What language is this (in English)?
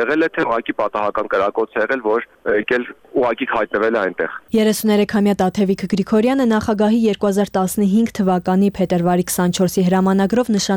Armenian